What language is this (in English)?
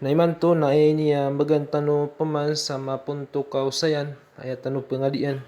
Maranao